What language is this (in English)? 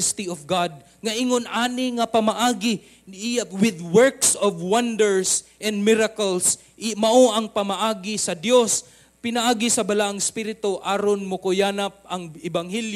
Cebuano